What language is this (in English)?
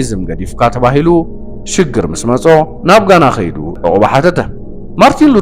Tigrinya